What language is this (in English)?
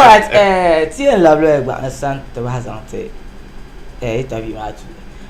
Dagbani